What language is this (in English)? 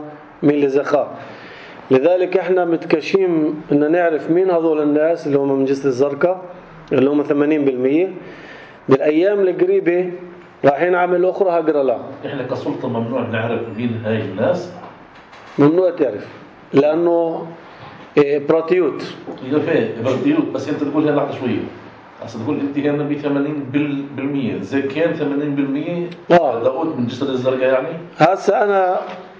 North Levantine Arabic